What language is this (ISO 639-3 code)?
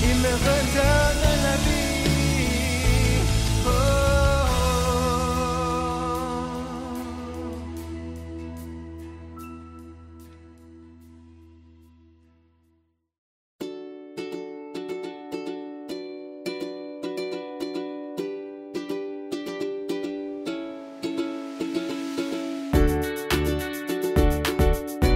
fra